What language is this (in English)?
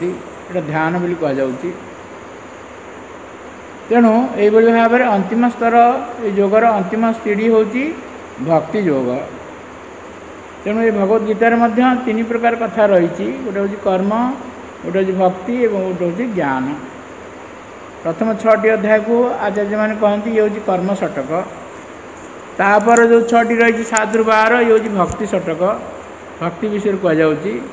Odia